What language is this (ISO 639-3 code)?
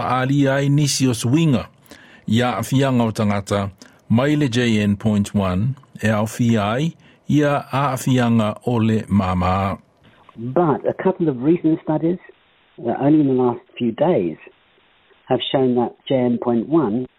smo